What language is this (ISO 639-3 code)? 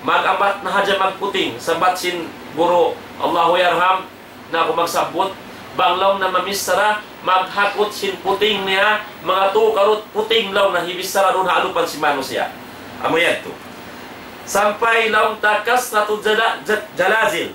tsg